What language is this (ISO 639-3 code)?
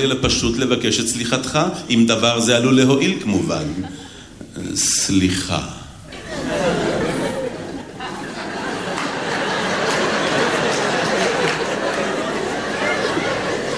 heb